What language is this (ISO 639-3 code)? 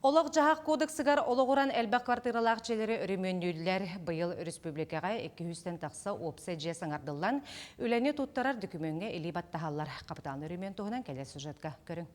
sah